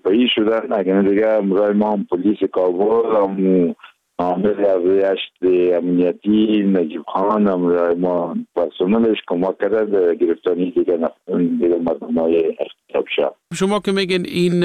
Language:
Persian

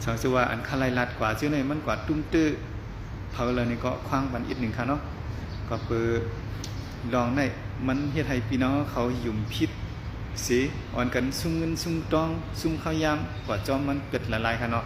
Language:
Shan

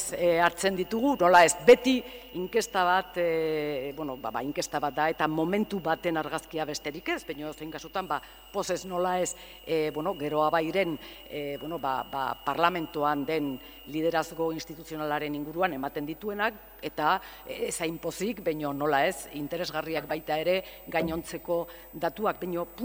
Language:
Basque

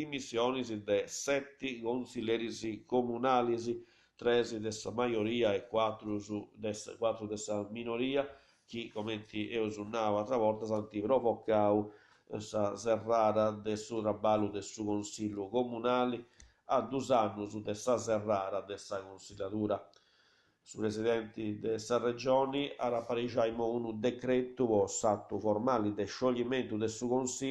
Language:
Sardinian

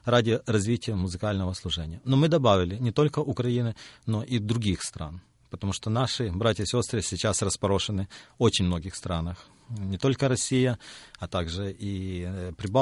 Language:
Russian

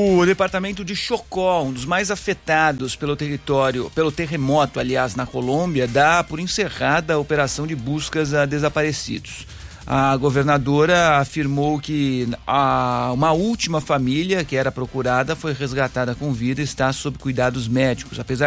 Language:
Portuguese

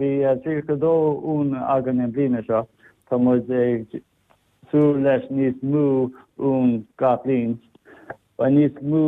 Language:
Irish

